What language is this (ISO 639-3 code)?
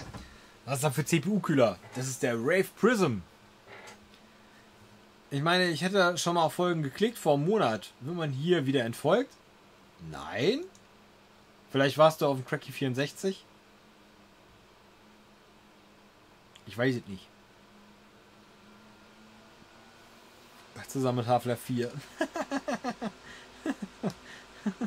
deu